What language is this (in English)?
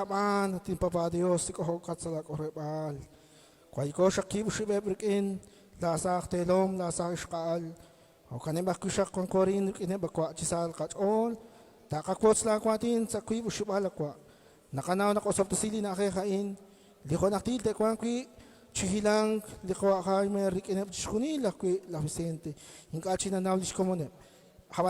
Kekchí